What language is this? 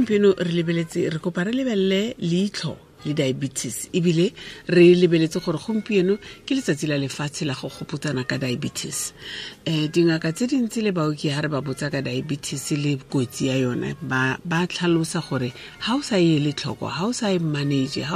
Tswana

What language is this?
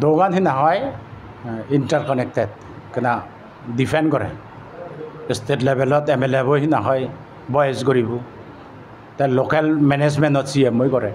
Chakma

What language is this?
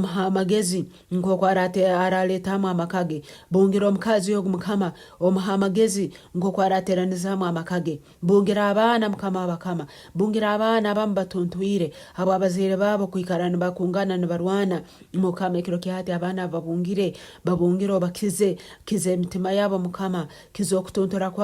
Nyankole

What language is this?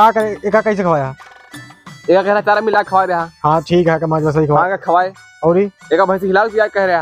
Awadhi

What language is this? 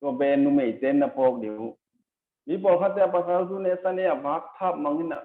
Tedim Chin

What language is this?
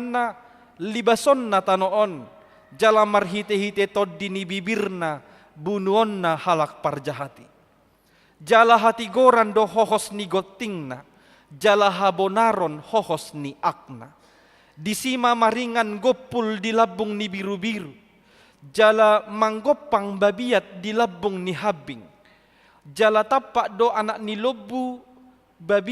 Batak Toba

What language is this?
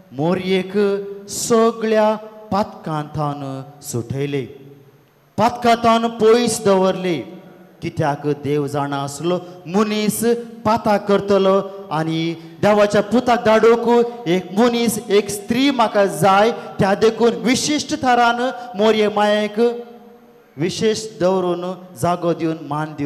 Konkani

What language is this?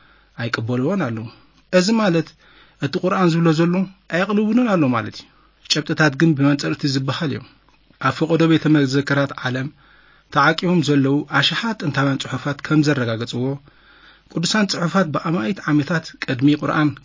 Tigrinya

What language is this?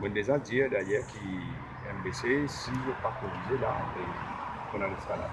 Morisyen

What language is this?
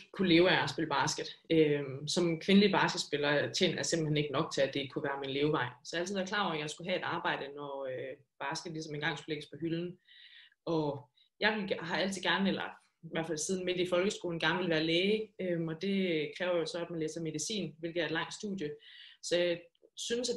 Danish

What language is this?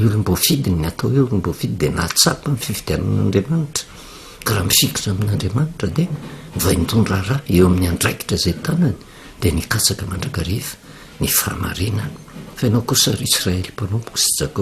Malagasy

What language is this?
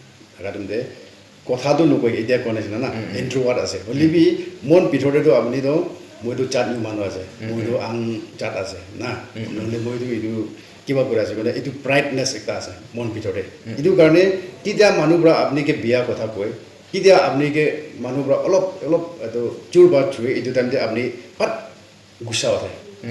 Naga Pidgin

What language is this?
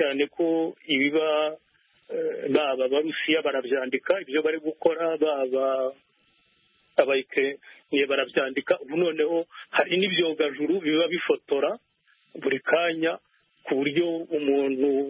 Kinyarwanda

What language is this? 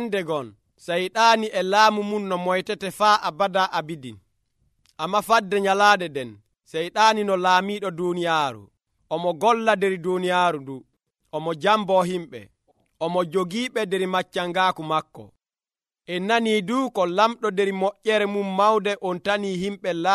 Nigerian Fulfulde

